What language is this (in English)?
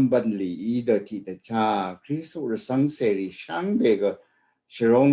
Rawang